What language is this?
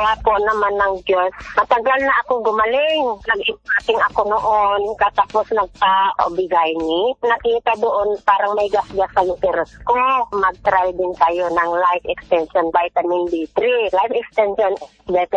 Filipino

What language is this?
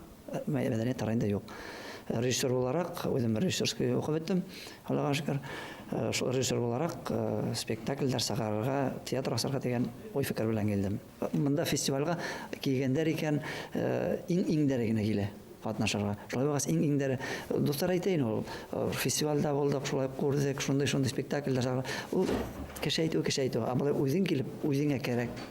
Bashkir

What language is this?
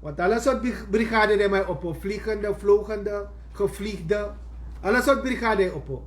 Sranan Tongo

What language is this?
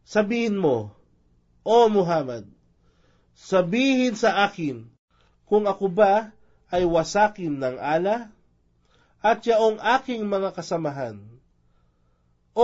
Filipino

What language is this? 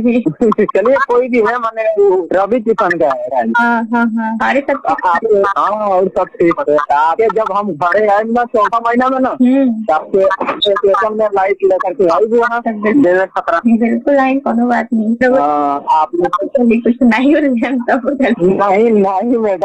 Bhojpuri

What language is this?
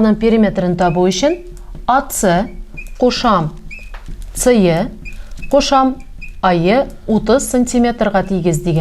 Tatar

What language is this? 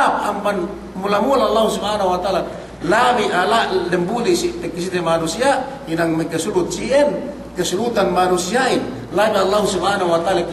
Yakan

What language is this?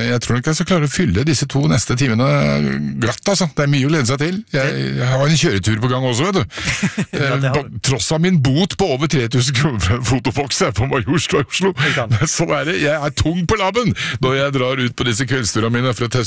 Norwegian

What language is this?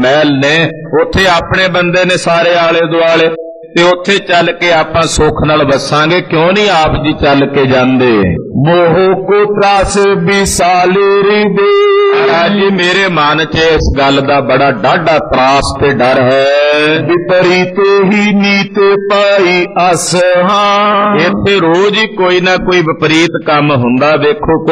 Punjabi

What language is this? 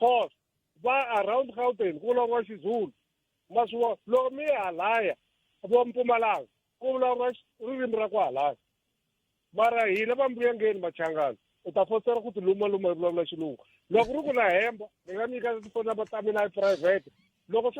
Tsonga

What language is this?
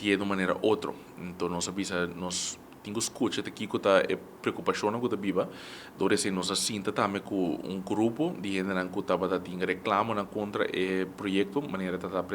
Papiamento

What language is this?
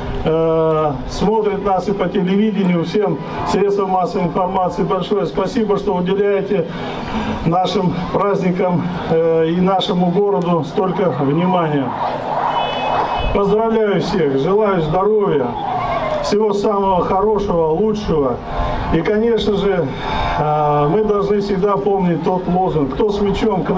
Russian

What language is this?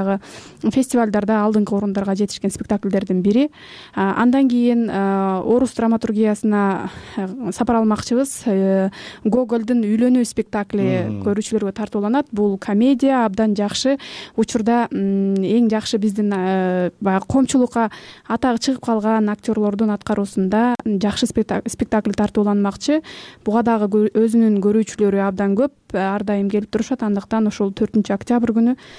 Kyrgyz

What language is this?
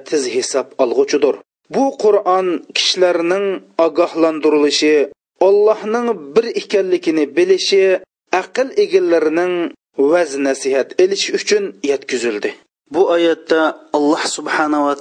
Uyghur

